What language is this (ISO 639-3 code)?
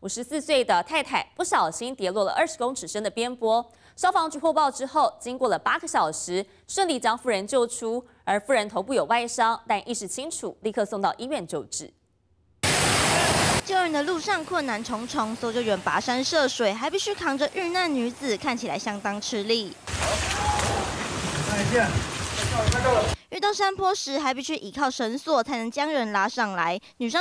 zho